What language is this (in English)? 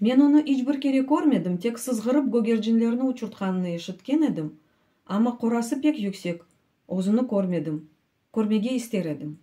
Crimean Tatar